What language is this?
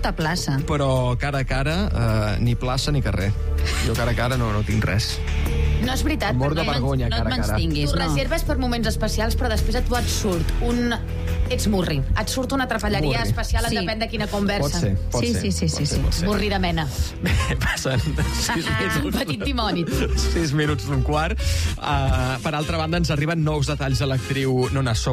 Catalan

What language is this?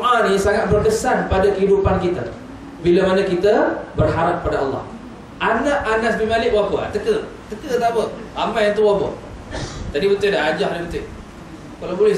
Malay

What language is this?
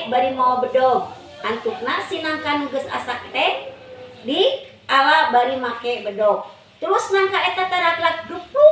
Sundanese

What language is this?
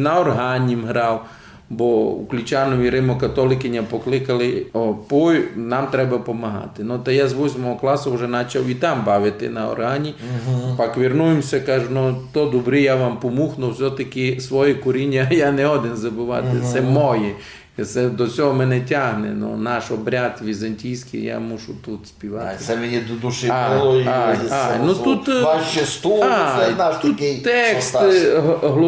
Rusyn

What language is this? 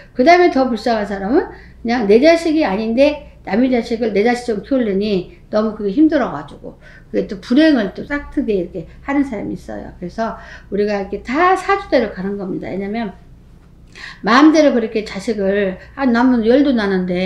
Korean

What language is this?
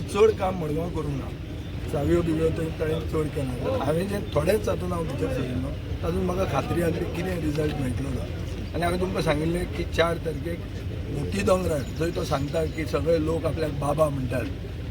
Konkani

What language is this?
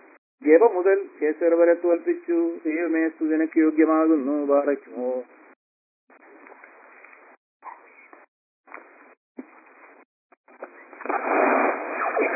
Malayalam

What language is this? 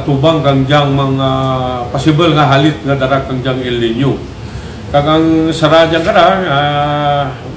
Kinaray-a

